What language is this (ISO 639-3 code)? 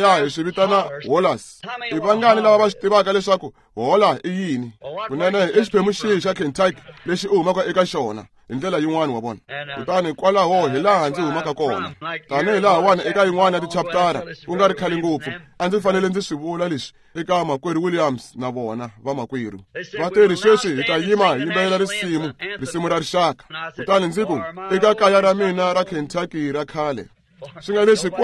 tso